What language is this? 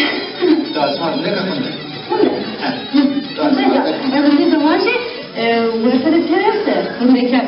Zaza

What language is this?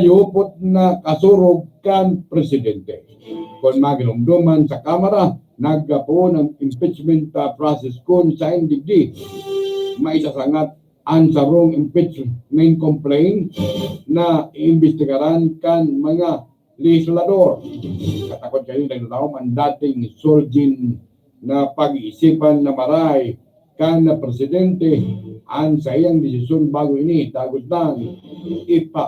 Bikol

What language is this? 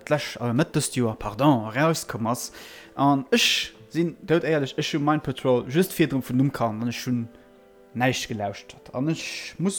Luxembourgish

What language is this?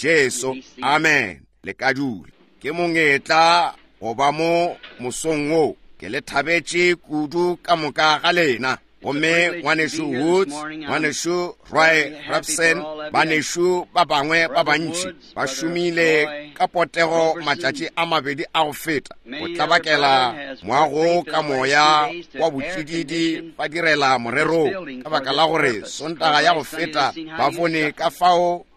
Northern Sotho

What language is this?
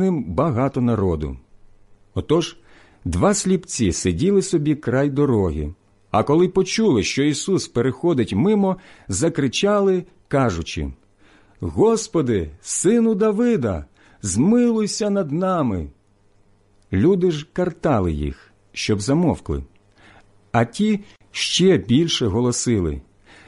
Ukrainian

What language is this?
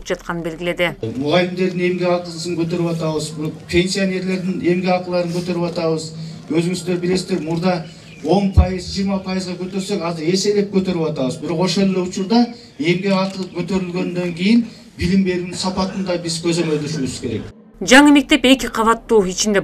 Kyrgyz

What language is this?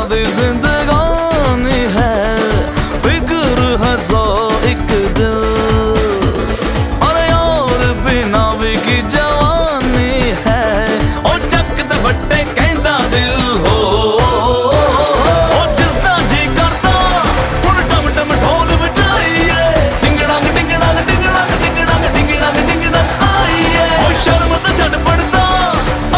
Punjabi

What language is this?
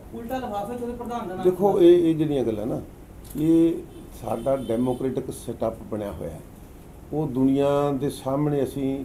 Punjabi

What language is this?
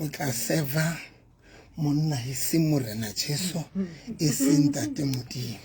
Southern Sotho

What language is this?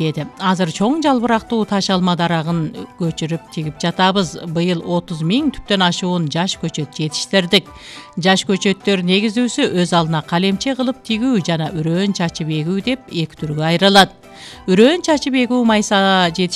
Kyrgyz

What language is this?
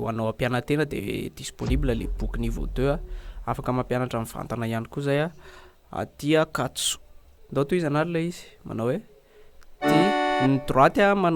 Malagasy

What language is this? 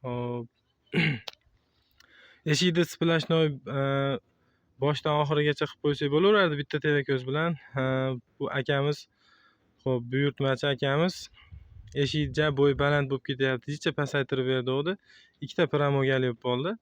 Uzbek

